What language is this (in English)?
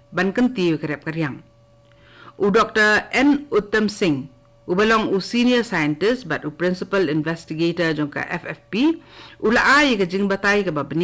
Khasi